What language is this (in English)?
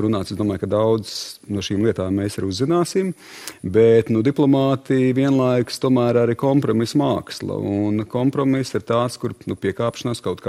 Latvian